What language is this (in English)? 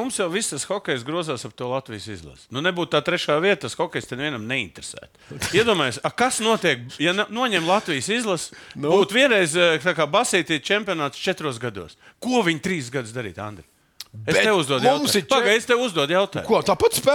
Latvian